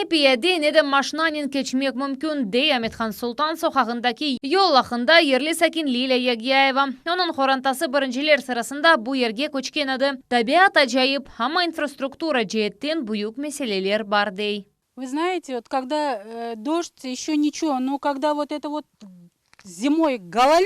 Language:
Crimean Tatar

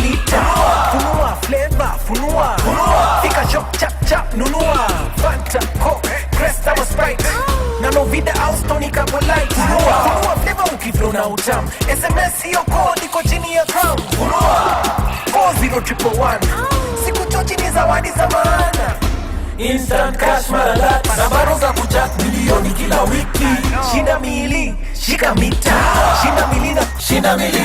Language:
Luo (Kenya and Tanzania)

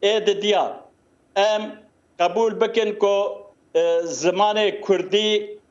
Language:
Kurdish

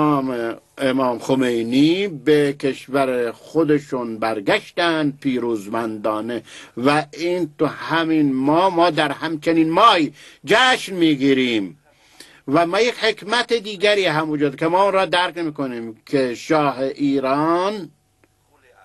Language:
Persian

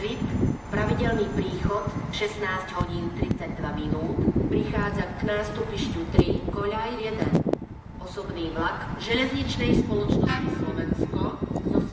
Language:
Slovak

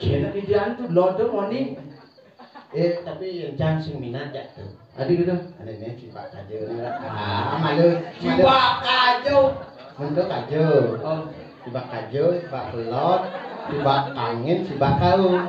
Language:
Balinese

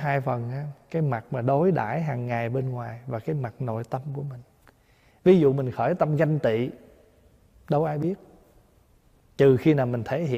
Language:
Vietnamese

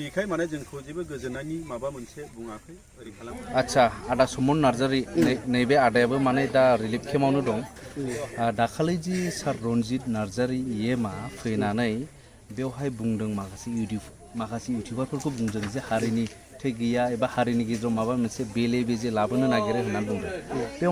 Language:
Bodo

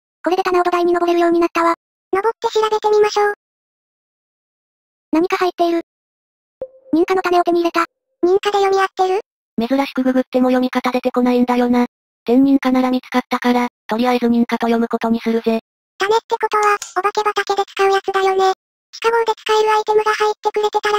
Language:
Japanese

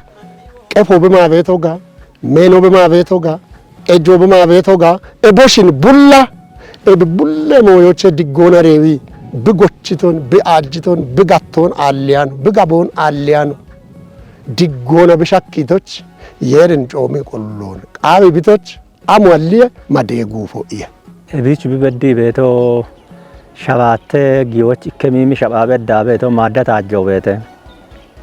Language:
Kafa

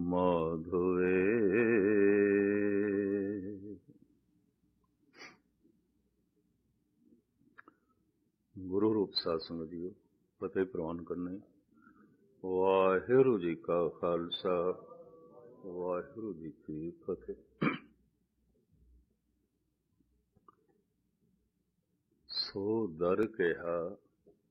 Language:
Punjabi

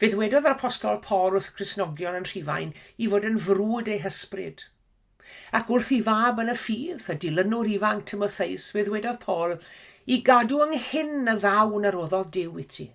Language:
Welsh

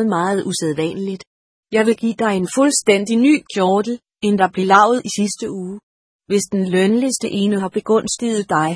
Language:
Danish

